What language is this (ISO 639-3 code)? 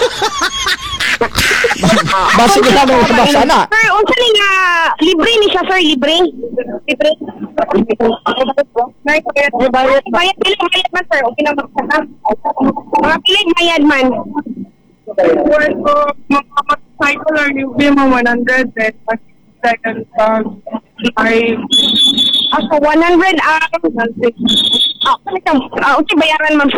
ceb